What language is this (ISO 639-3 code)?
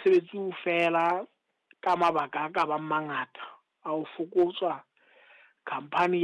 sot